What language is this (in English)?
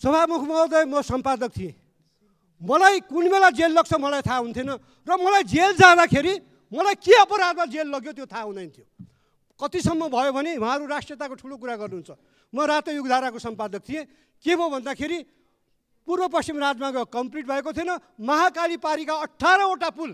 Nepali